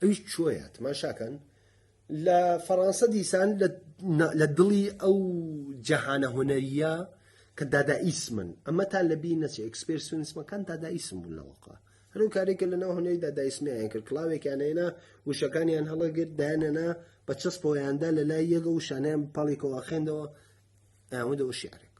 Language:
Central Kurdish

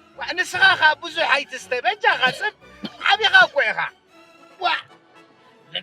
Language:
Tigrinya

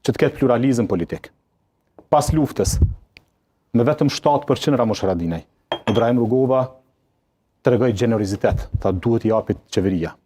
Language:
Albanian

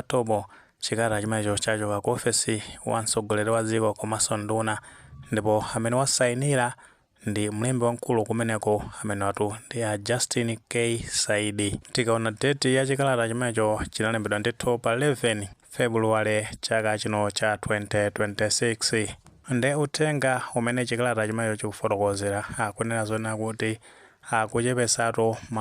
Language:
Nyanja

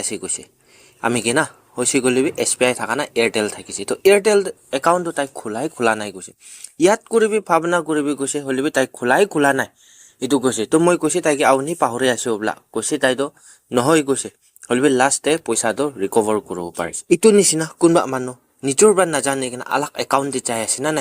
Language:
Naga Pidgin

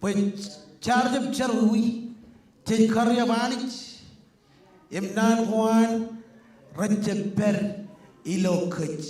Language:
Marshallese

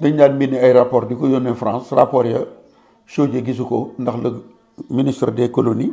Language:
Wolof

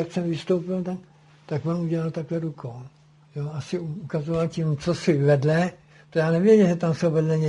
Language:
Czech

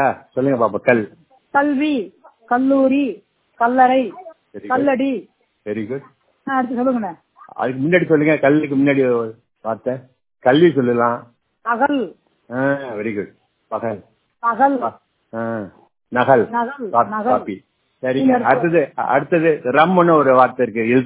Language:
Tamil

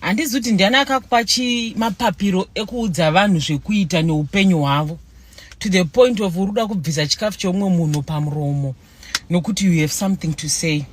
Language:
Shona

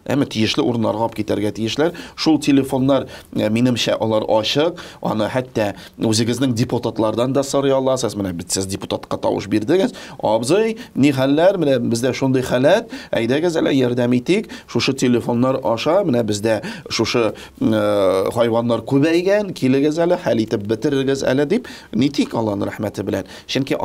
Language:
Tatar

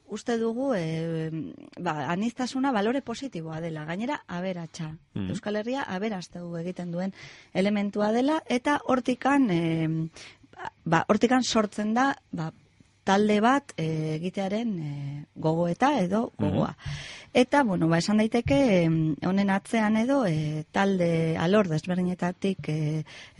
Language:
Basque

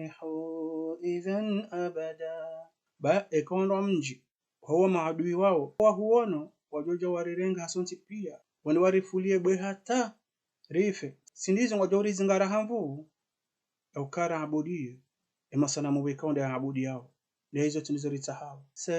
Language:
Ngazidja Comorian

